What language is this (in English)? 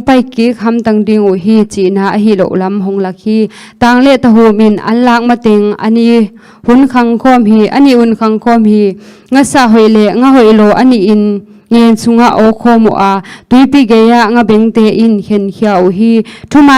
Tedim Chin